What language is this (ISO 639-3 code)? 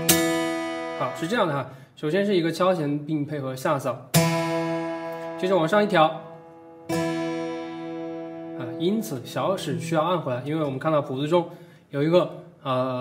zho